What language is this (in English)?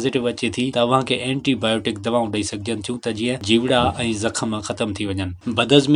Sindhi